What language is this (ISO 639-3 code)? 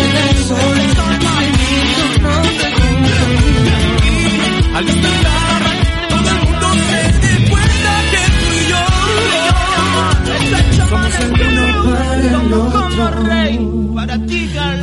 spa